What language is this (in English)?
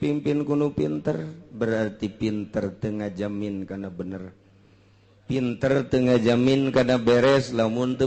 Sundanese